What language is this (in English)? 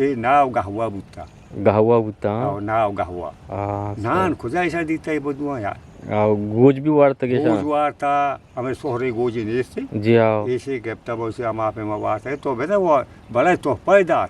Eastern Balochi